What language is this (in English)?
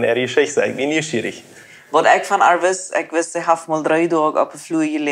Plautdietsch